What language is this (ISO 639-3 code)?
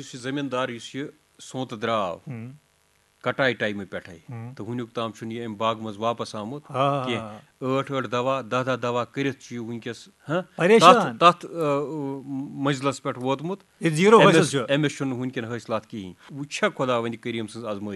kas